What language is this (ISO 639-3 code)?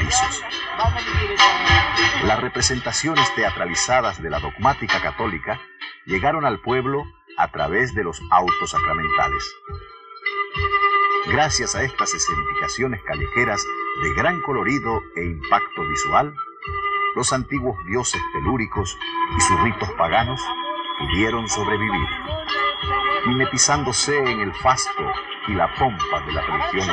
spa